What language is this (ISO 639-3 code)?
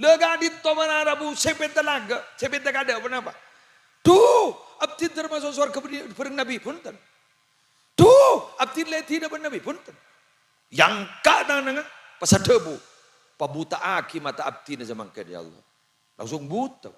mad